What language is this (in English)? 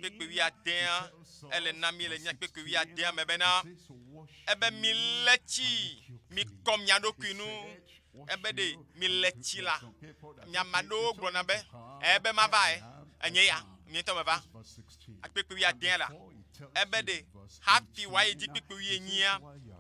Ewe